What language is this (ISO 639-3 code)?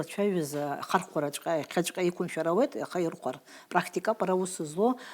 abk